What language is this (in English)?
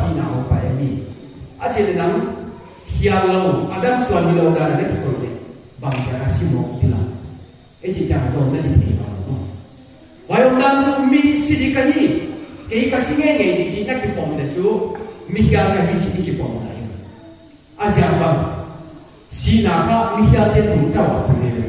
Paite Chin